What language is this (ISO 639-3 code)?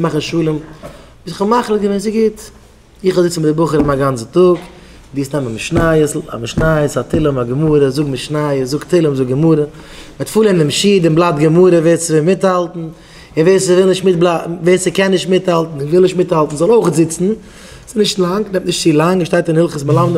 yid